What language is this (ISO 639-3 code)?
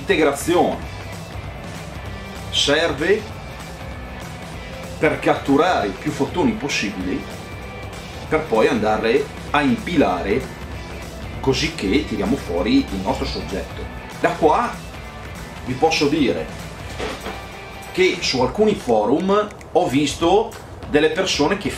ita